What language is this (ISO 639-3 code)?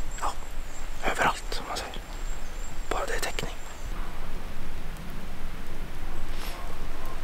swe